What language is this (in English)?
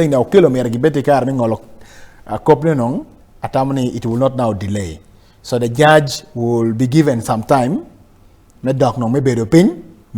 Acoli